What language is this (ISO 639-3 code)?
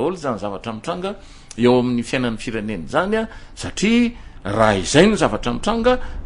mlg